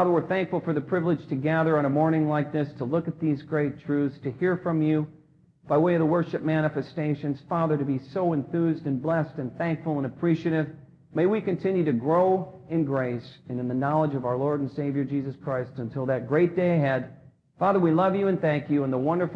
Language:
English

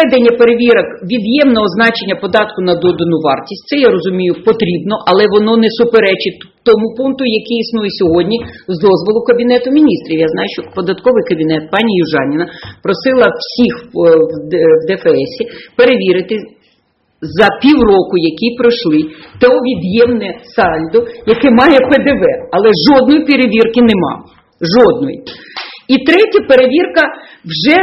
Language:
Ukrainian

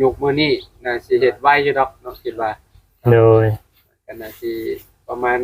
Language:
Lao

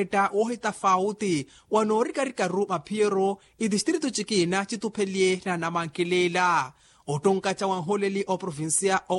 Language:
Makhuwa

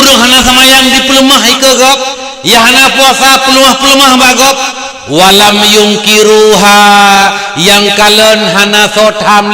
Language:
Achinese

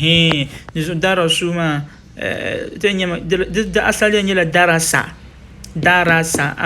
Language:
Dagbani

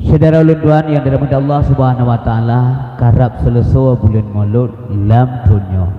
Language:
Achinese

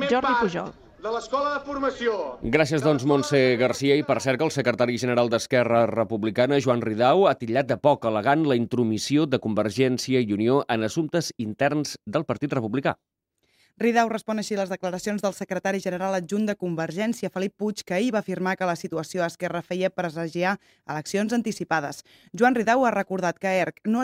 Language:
Catalan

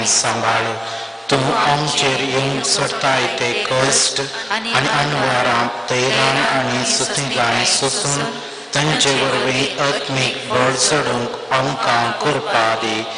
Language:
Konkani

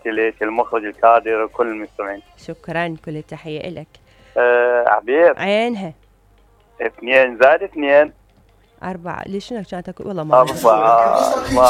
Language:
Mesopotamian Arabic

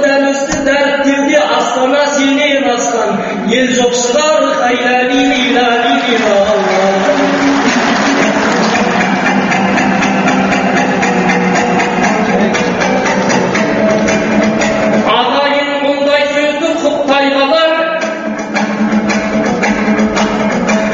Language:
Kazakh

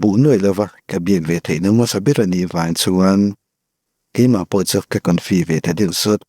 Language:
Mizo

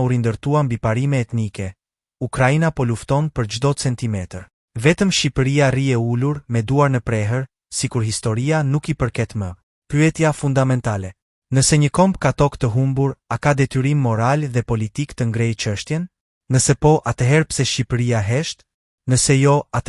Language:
Albanian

